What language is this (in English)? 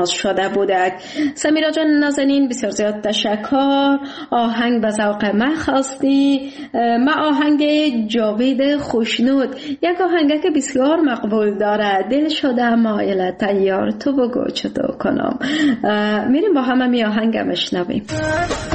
Persian